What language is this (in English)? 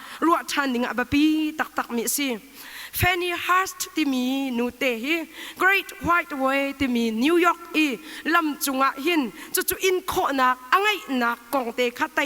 Hakha Chin